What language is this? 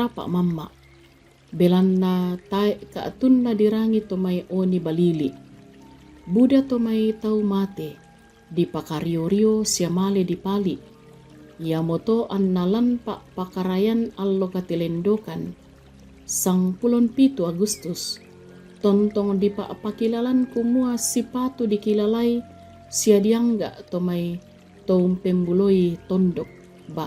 Toraja-Sa'dan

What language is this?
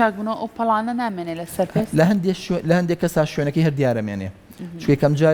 Central Kurdish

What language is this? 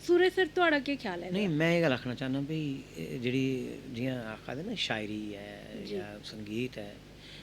Dogri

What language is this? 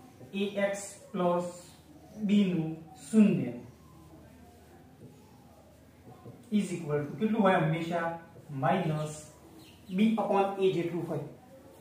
Gujarati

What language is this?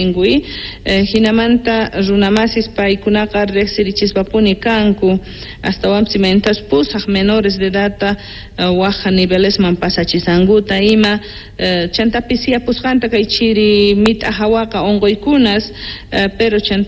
South Bolivian Quechua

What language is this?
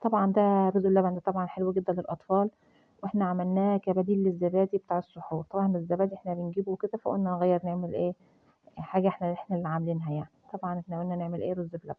Egyptian Arabic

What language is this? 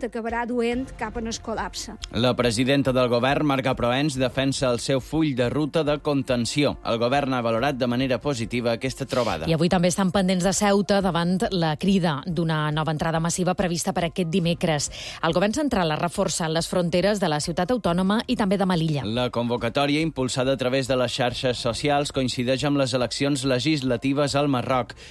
Catalan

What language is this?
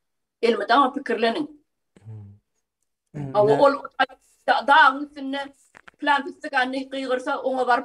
Turkmen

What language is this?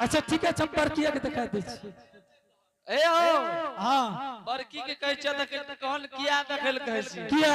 Angika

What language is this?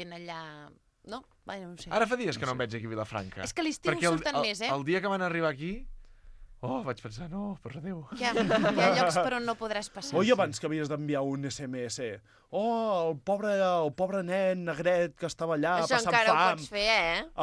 Catalan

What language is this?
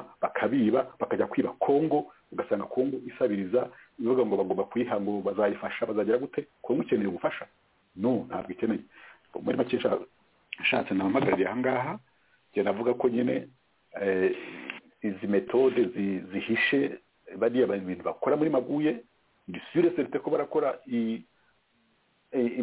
Kinyarwanda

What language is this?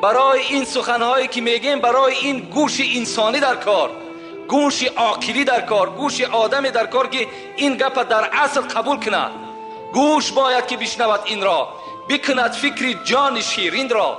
Tajik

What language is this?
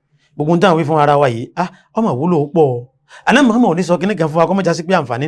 Yoruba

